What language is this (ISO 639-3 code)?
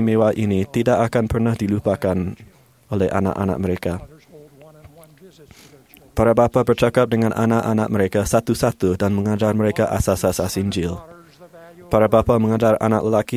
msa